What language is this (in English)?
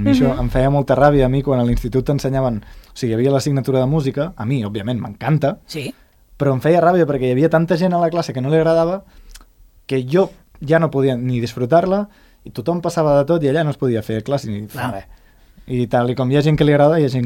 Catalan